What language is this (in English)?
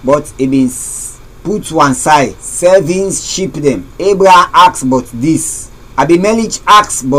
Krio